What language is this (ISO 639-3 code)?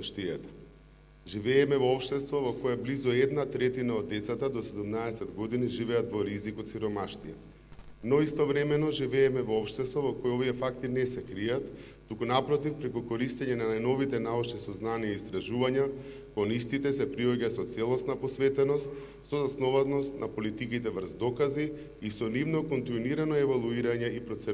mkd